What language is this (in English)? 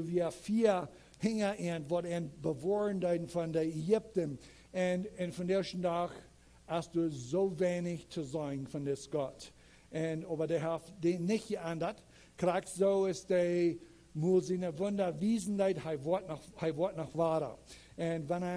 Plautdietsch